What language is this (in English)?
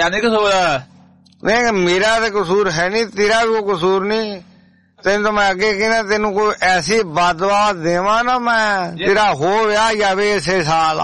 Punjabi